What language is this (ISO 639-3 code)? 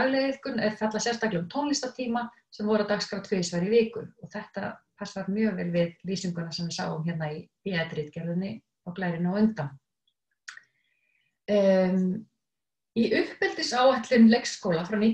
isl